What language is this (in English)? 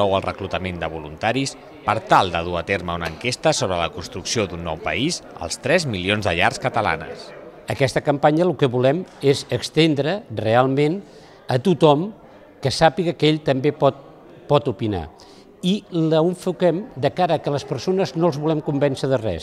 Catalan